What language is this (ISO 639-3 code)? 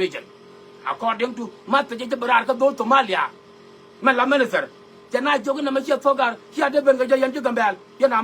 nus